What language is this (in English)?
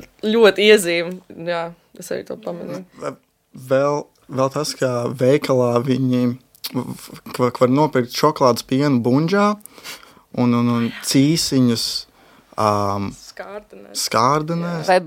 Latvian